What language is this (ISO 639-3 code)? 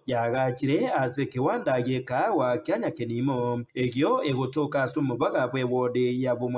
guz